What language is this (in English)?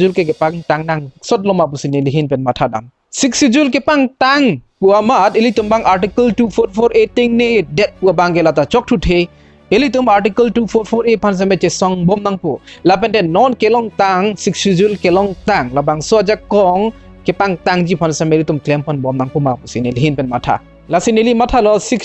Karbi